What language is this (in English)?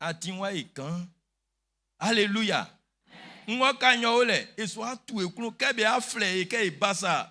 Baoulé